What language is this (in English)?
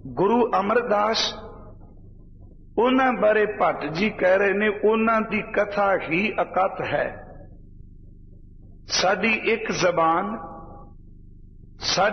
Punjabi